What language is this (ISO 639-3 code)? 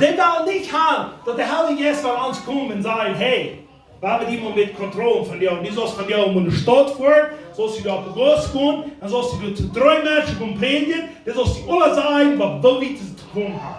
pdt